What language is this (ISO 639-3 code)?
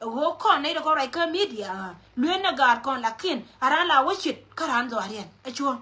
nus